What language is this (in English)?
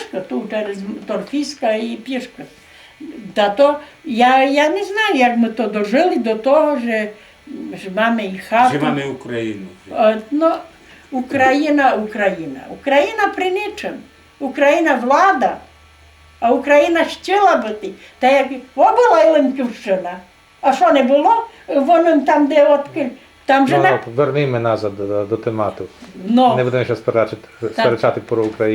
Rusyn